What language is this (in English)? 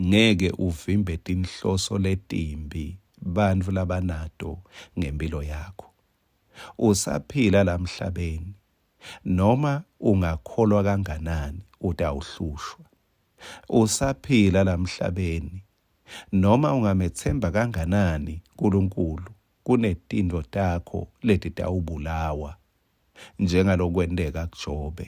Swati